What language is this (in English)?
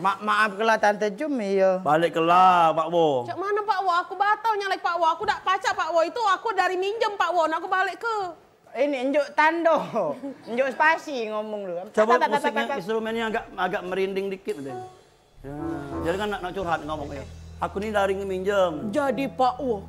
Musi